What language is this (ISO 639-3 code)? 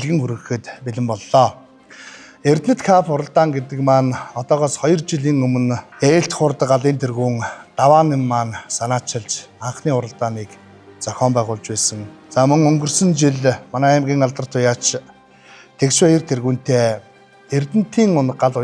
mon